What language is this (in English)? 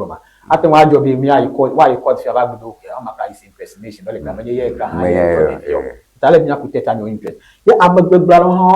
Ewe